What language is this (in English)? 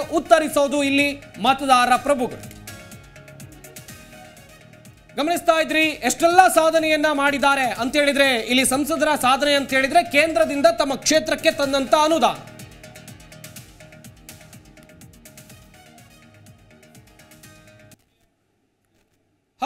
Kannada